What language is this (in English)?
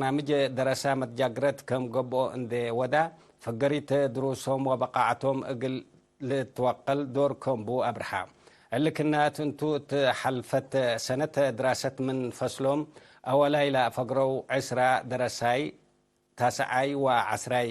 Tigre